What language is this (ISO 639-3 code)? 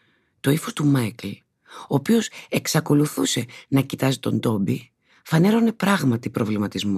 ell